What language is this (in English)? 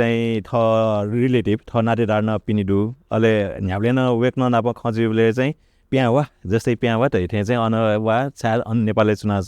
Newari